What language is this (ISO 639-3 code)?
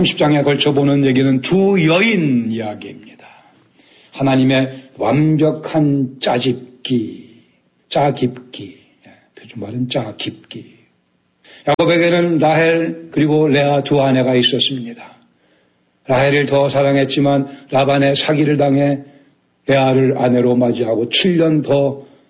kor